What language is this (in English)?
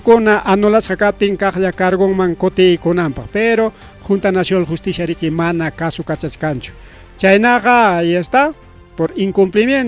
Ayacucho Quechua